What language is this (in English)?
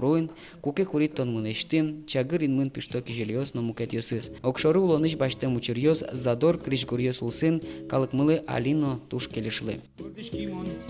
Udmurt